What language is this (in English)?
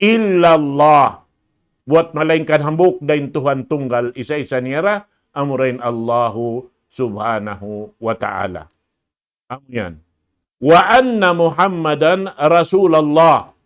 Tausug